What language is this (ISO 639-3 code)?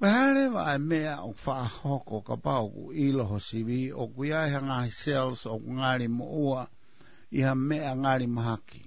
ton